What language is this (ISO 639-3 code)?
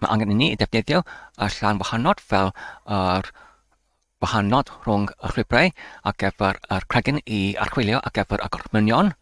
cym